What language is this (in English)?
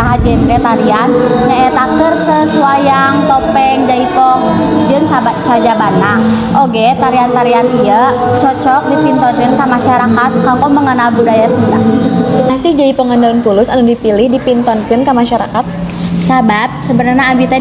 Sundanese